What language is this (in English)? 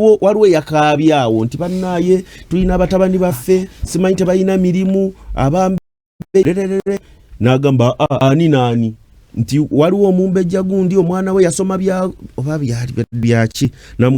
Ganda